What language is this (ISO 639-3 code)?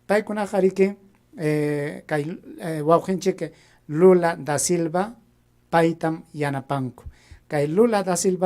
quy